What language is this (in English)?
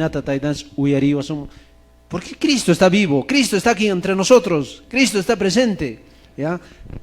Quechua